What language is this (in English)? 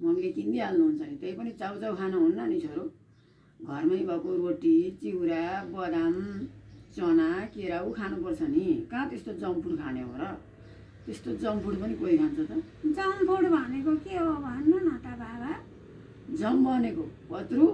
Nepali